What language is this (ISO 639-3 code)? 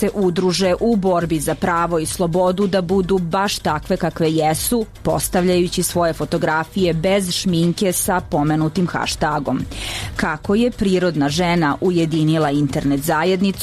srp